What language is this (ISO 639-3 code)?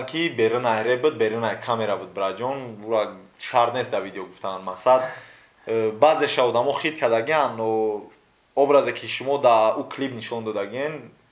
tgk